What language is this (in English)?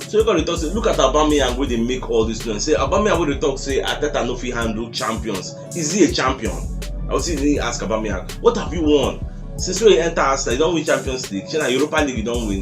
Nigerian Pidgin